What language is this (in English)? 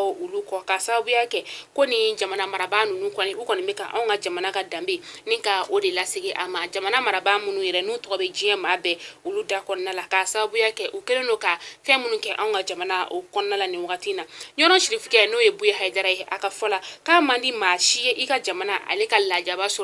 Bambara